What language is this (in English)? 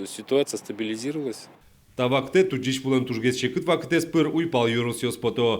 Udmurt